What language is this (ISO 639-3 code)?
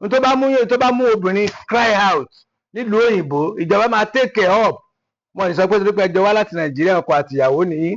yor